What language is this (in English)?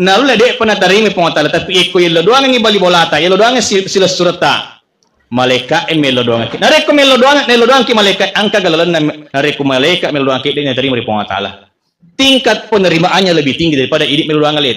Buginese